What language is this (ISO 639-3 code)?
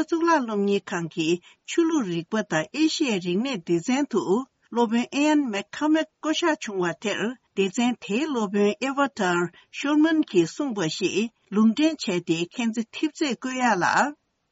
bod